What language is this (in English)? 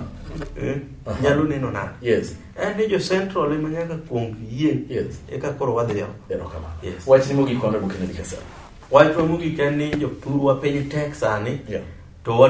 Luo (Kenya and Tanzania)